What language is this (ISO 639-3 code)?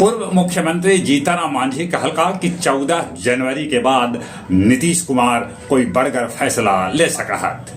mag